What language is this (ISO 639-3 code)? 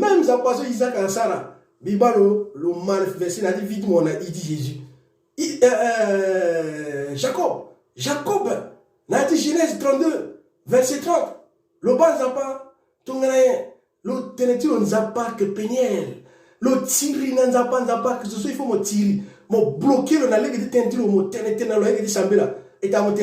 sag